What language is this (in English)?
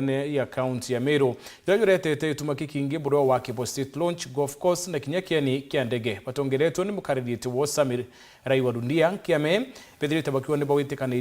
Meru